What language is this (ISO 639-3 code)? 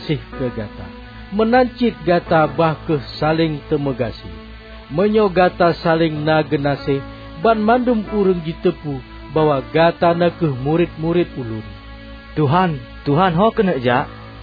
ace